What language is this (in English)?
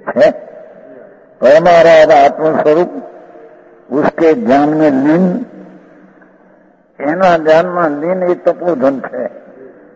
Gujarati